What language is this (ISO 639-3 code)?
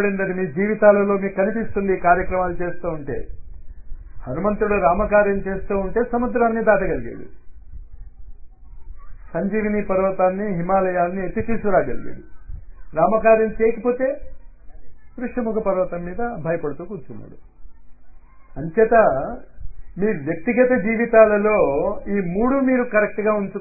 tel